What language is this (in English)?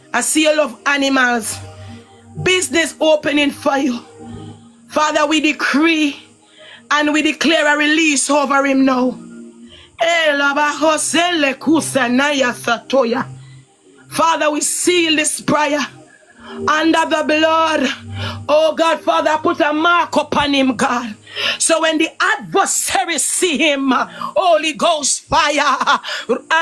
Jamaican Creole English